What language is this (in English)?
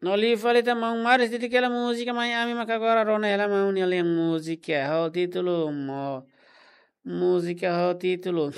Tetum